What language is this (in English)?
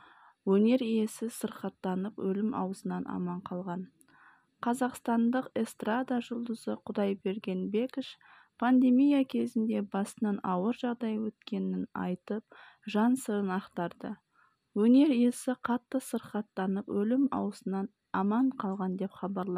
Kazakh